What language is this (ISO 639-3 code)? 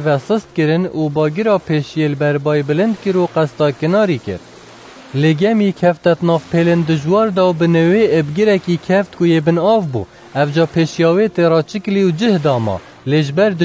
kur